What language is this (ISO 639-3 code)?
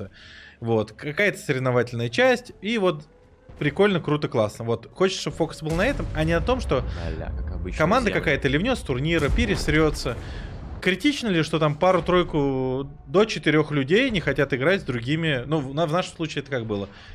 rus